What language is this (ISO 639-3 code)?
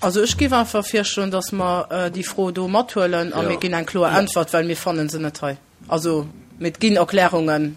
ltz